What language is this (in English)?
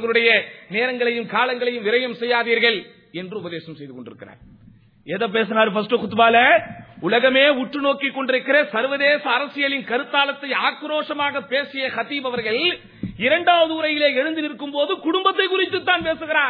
Tamil